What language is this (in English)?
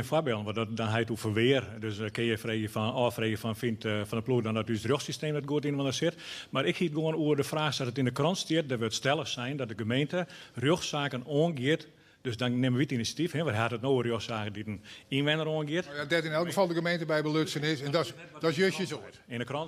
Western Frisian